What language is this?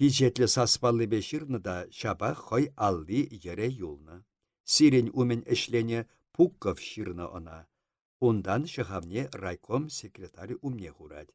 Chuvash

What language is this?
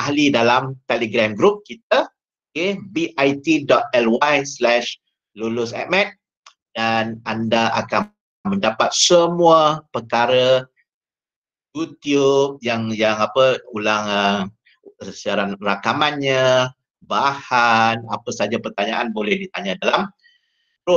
Malay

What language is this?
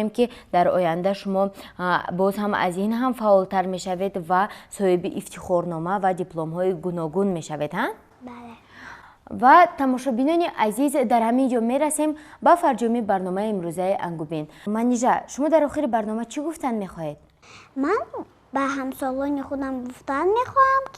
Tajik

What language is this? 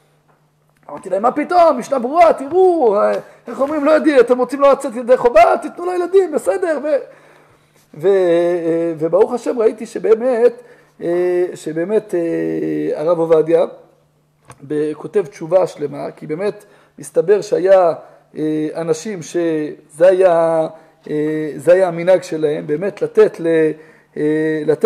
Hebrew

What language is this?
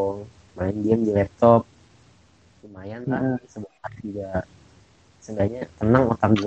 Indonesian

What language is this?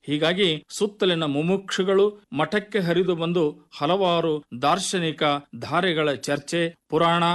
Kannada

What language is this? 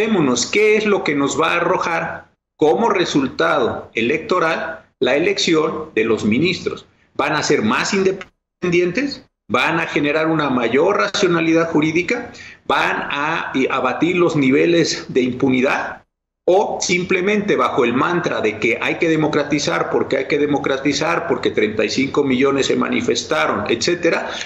Spanish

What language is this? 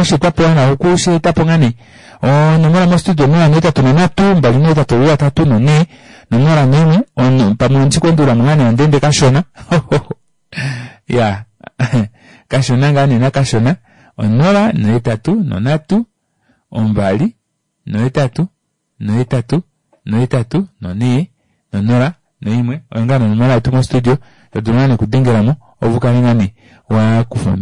Kuanyama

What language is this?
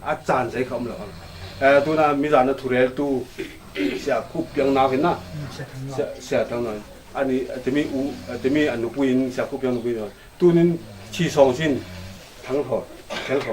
Falam Chin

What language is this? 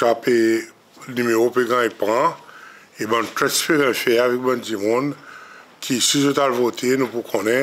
Seselwa Creole French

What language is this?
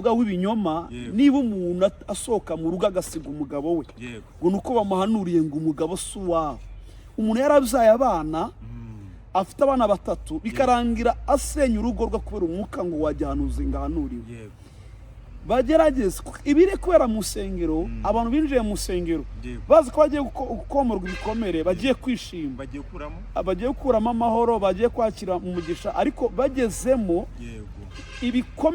Kinyarwanda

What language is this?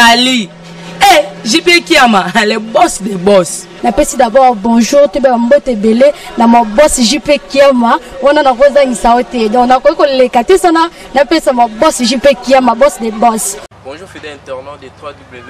Lingala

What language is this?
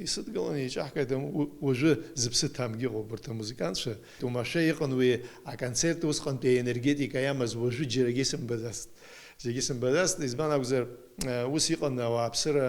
Abkhazian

